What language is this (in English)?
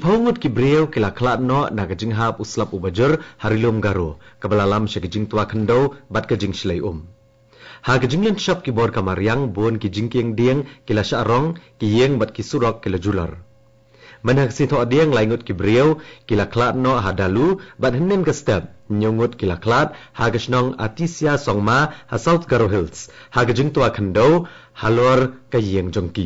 Khasi